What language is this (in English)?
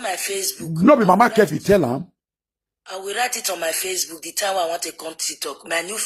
Nigerian Pidgin